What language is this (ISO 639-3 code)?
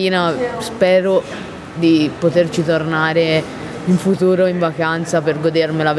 ita